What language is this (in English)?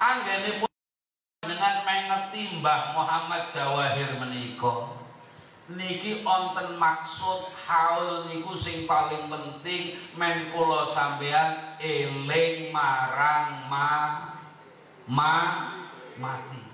Javanese